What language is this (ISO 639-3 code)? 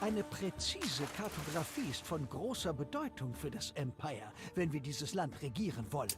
bar